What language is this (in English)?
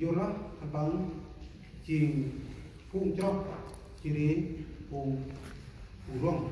Central Mnong